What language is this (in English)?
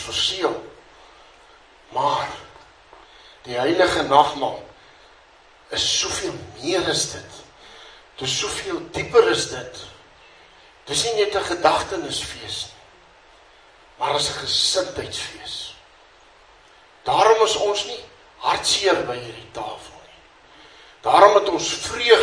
Afrikaans